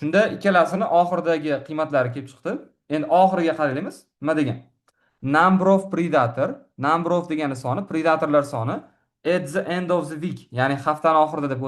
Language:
Uzbek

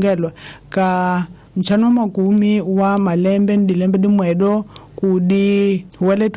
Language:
Tsonga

